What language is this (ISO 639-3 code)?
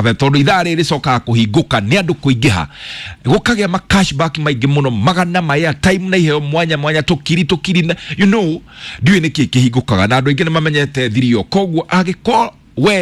kik